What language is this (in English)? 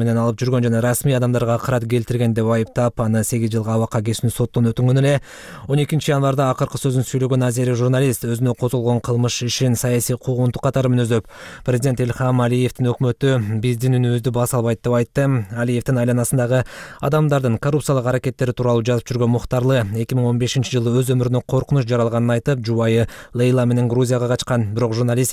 Kyrgyz